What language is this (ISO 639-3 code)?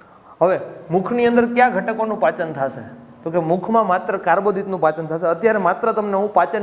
guj